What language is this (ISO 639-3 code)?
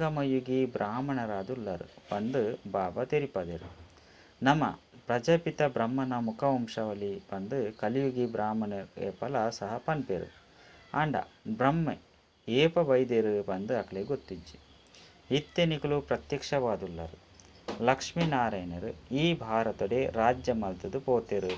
tcy